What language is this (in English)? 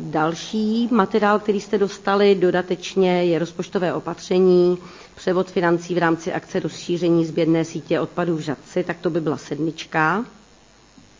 Czech